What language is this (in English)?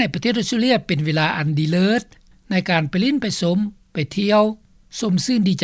Lao